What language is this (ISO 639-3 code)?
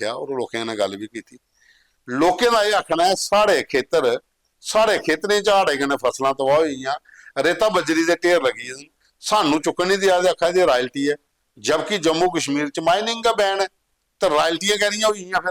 doi